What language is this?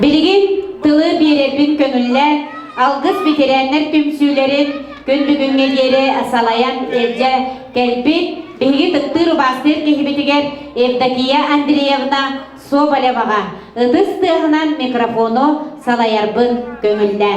Yakut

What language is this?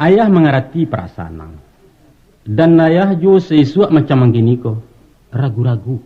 Minangkabau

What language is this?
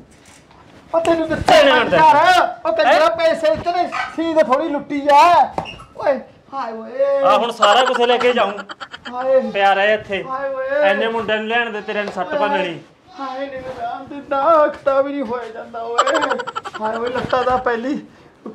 Punjabi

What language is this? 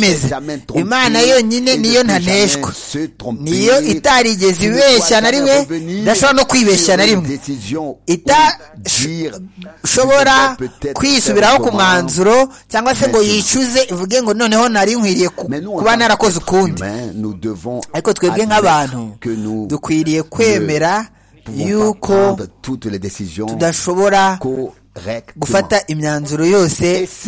Kinyarwanda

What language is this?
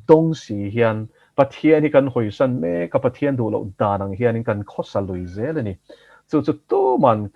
Mizo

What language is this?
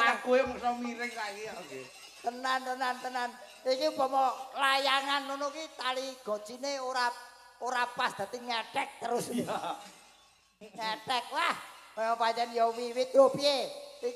Javanese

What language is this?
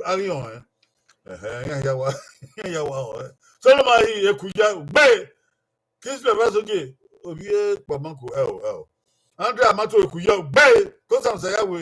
Bini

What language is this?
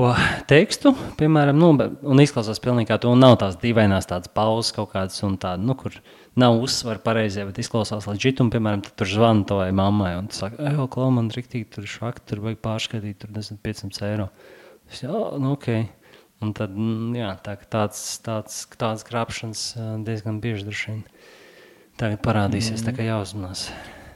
Latvian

